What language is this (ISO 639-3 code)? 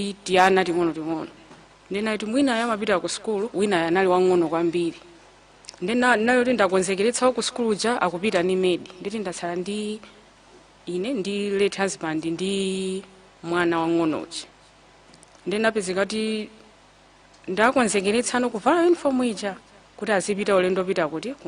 nya